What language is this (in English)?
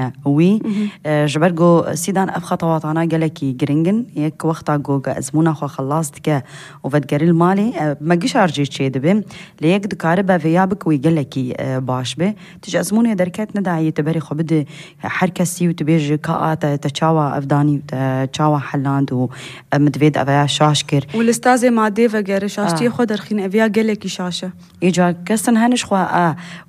Kurdish